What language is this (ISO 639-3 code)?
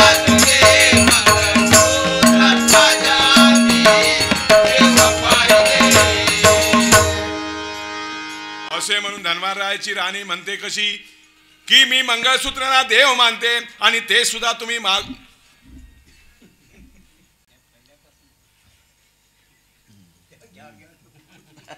mar